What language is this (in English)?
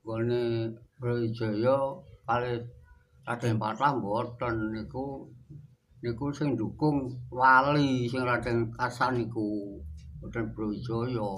Javanese